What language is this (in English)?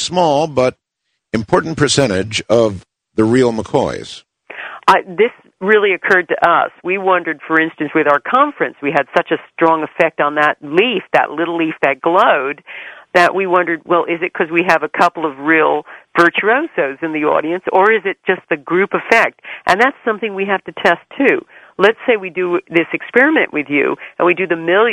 English